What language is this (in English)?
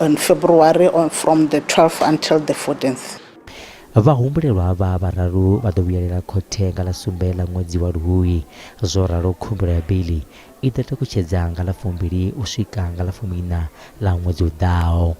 Venda